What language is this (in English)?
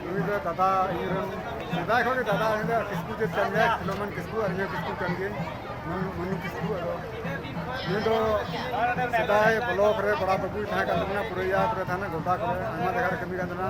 Santali